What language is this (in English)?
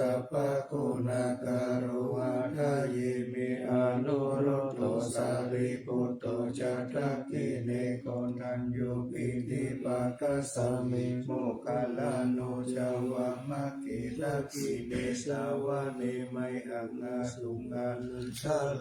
Pali